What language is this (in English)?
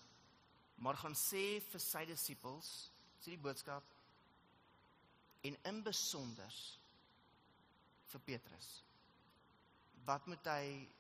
Afrikaans